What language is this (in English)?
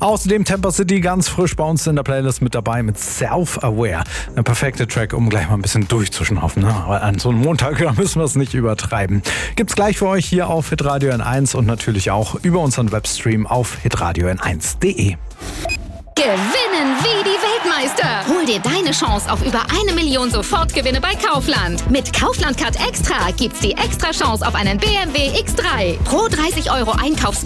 German